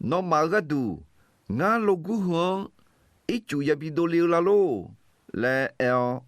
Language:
Akha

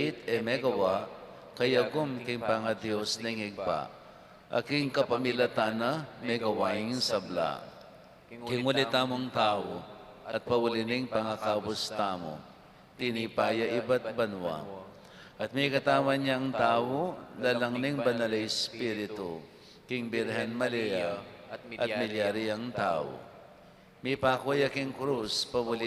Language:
Pampanga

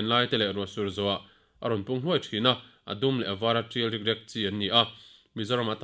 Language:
Mizo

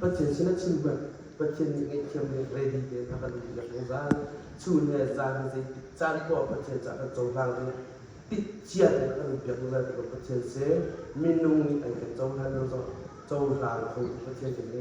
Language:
Hakha Chin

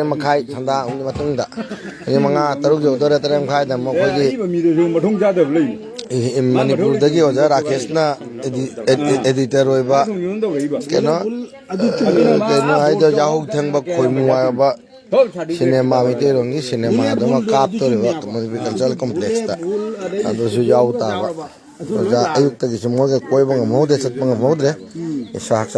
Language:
Manipuri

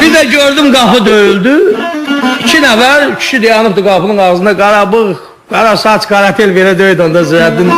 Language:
South Azerbaijani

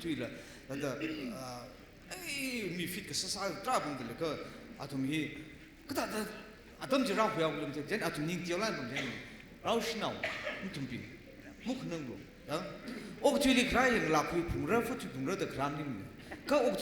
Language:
Tangkhul Naga (India)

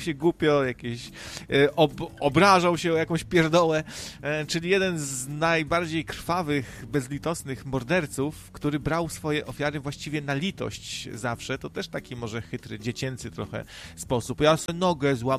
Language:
Polish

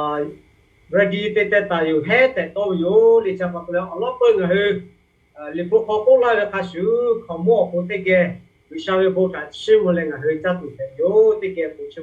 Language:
Lahu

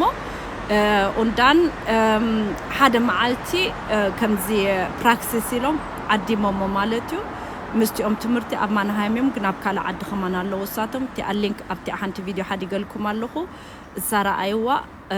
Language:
Tigrinya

